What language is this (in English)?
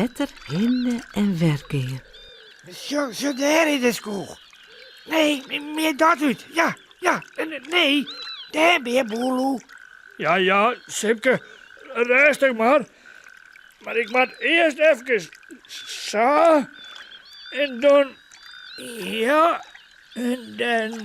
Western Frisian